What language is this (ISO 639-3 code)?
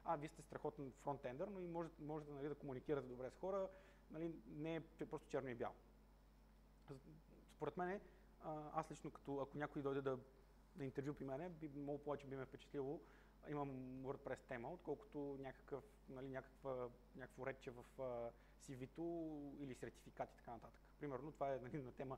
bul